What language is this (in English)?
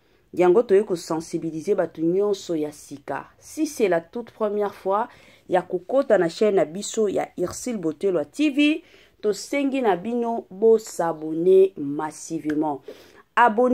Lingala